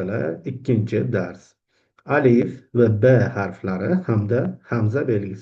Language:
Uzbek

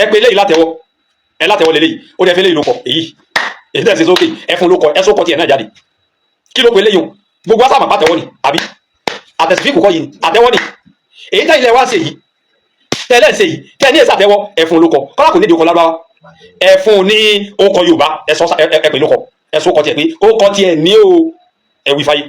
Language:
Yoruba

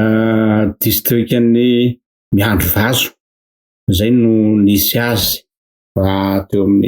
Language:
Malagasy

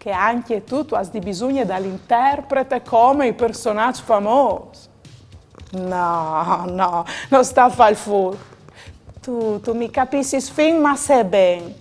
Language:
Friulian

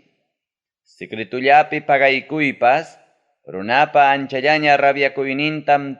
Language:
Ayacucho Quechua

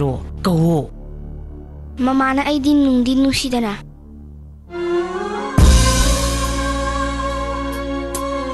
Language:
Manipuri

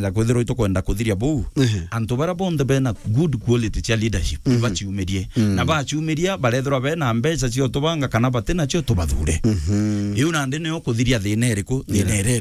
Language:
Meru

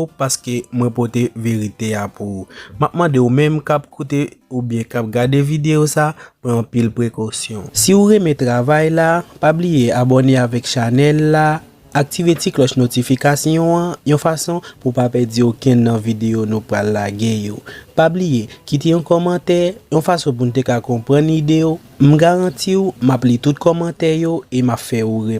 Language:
Haitian Creole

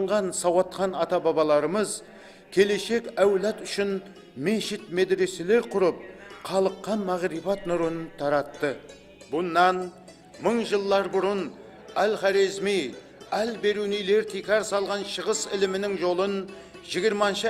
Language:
Kara-Kalpak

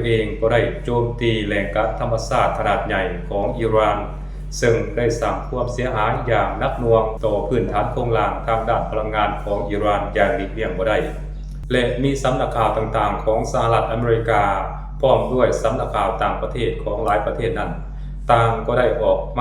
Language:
Lao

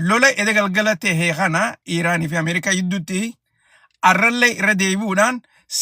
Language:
Oromo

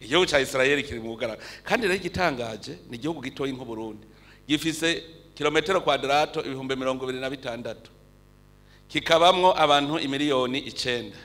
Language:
Rundi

